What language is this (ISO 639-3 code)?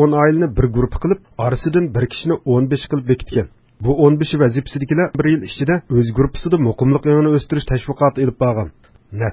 uig